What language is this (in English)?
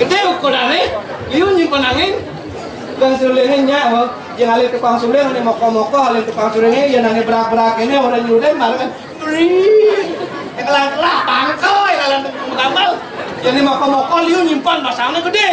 Balinese